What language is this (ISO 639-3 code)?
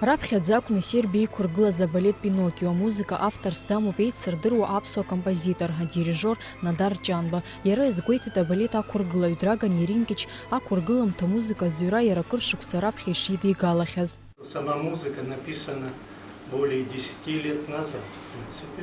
abk